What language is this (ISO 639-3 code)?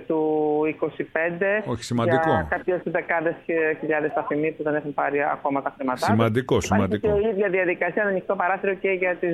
ell